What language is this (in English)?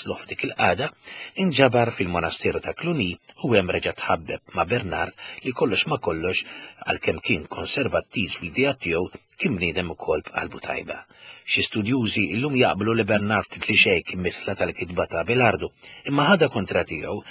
Maltese